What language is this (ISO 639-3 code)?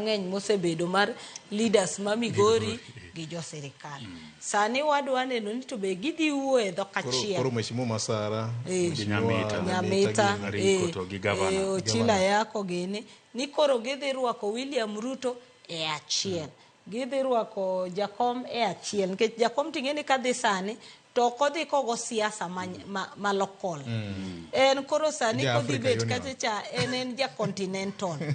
luo